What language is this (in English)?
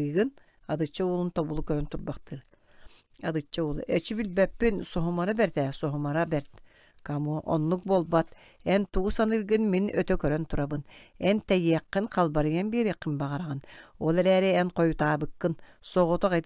Yakut